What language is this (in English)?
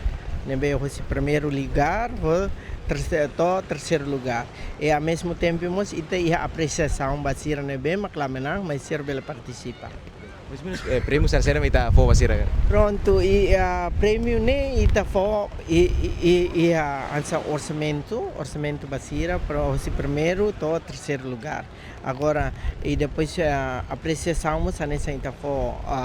Tetum